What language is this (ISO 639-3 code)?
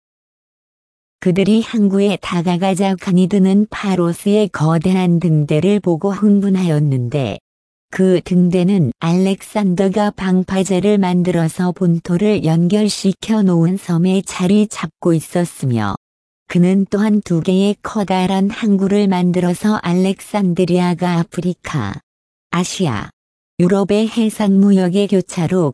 kor